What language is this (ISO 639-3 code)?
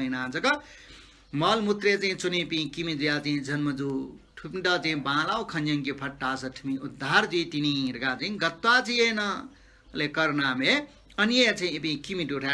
new